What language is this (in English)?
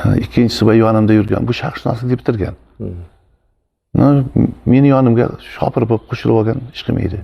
Uzbek